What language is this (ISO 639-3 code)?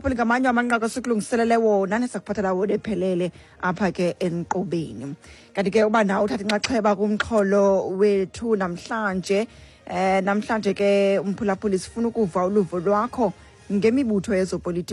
xho